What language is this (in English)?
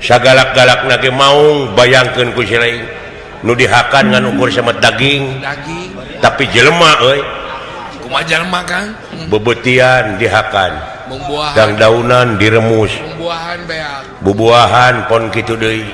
Sundanese